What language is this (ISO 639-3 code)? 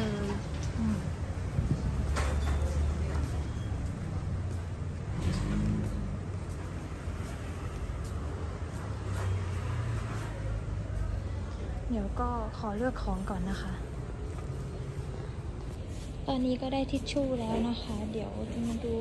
tha